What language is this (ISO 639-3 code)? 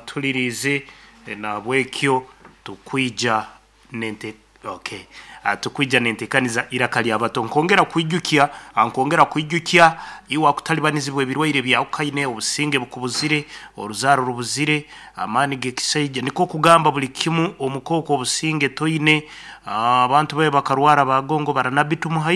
nyn